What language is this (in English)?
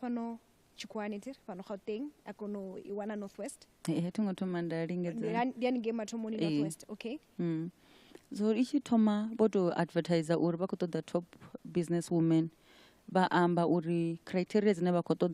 Venda